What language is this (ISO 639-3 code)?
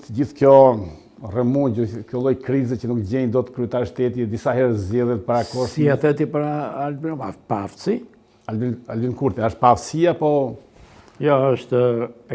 sqi